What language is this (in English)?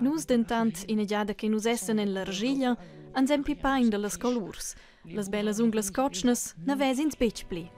Romansh